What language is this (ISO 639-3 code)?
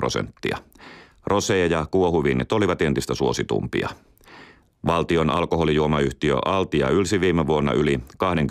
fin